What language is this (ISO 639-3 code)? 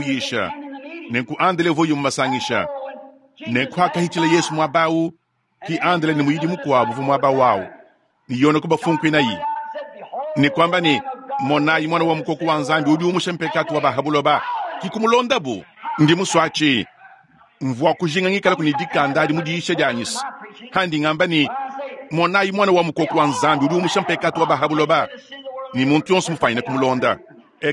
lua